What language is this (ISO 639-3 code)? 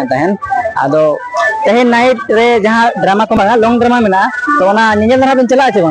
sat